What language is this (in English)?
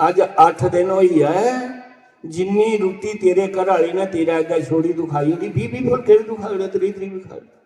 Dogri